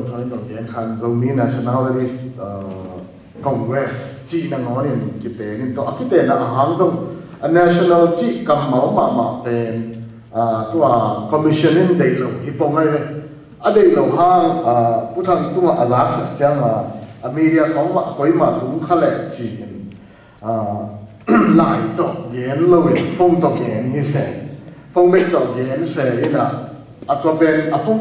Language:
Tedim Chin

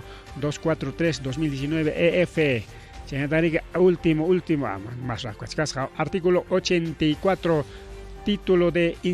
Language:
Ayacucho Quechua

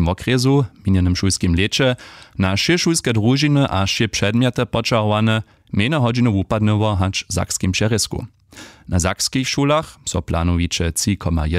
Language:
Upper Sorbian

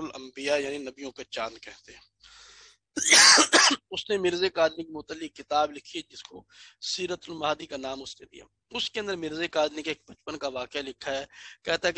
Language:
Urdu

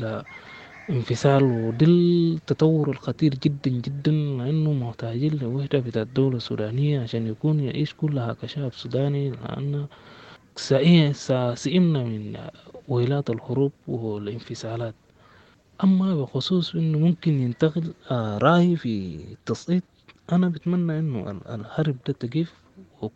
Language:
Sudanese Arabic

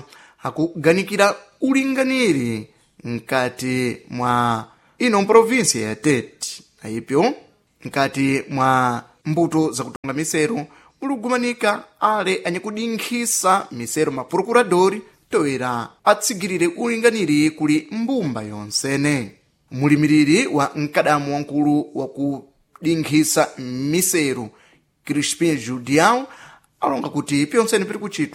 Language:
Sena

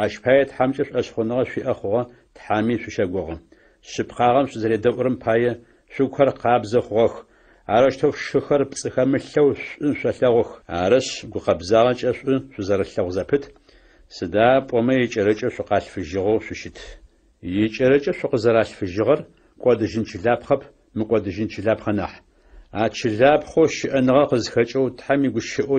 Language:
Adyghe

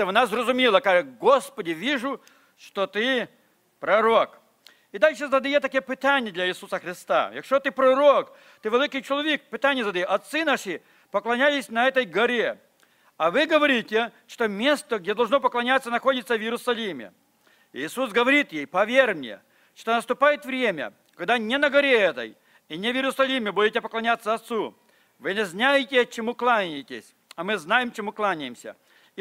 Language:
Ukrainian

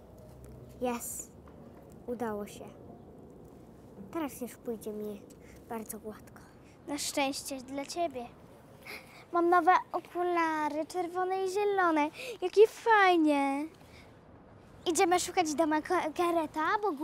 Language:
Polish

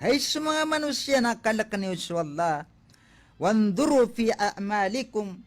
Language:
Maranao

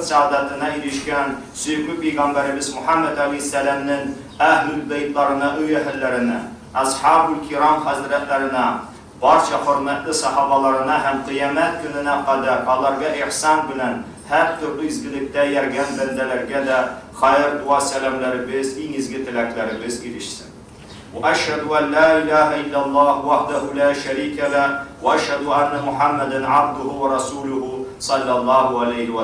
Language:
Tatar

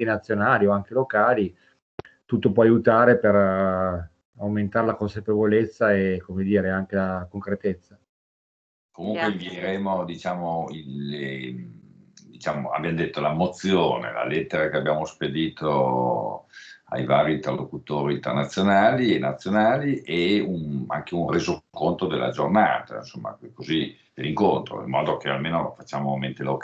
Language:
Italian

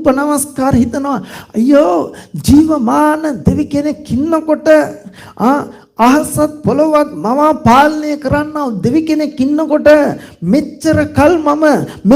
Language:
Sinhala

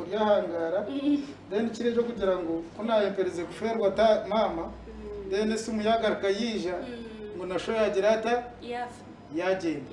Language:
Nyankole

